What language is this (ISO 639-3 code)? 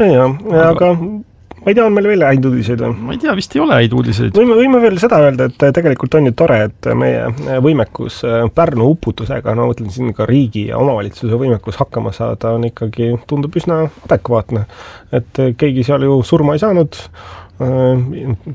est